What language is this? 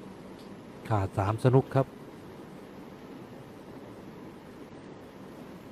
Thai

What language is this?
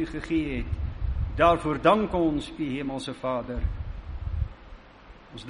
Afrikaans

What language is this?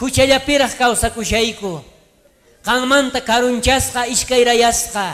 South Bolivian Quechua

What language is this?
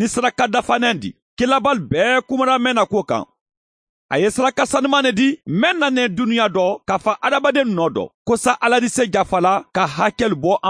Mandingo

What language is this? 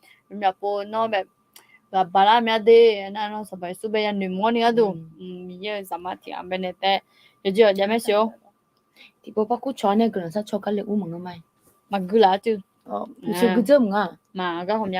Akha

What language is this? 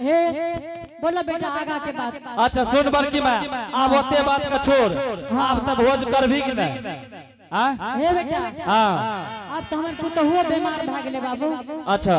Angika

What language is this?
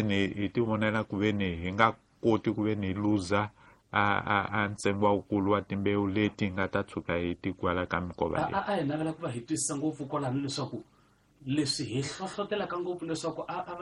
Tsonga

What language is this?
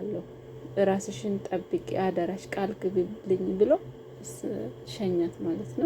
Amharic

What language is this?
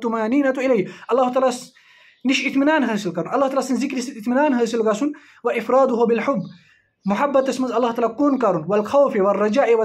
Kashmiri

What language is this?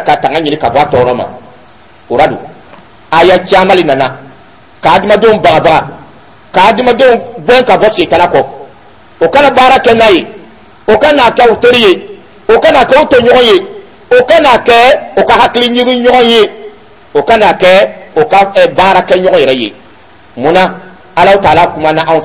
Dyula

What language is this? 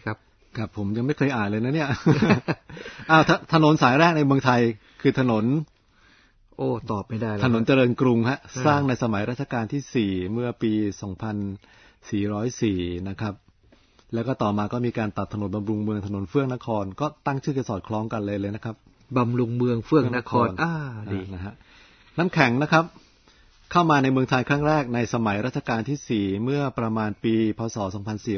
Thai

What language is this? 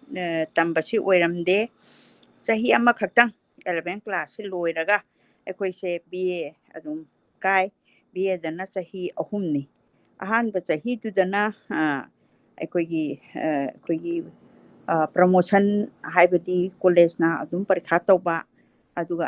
Manipuri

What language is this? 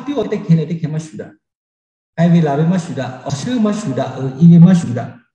Lahu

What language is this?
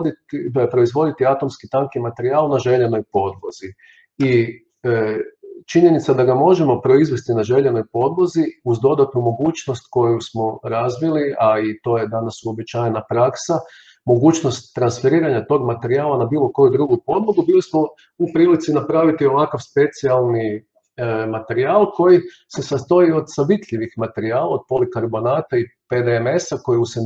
Croatian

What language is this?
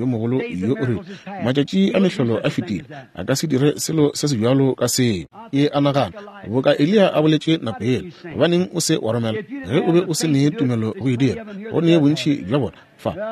Northern Sotho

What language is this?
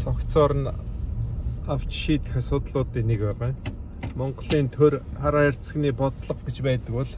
Mongolian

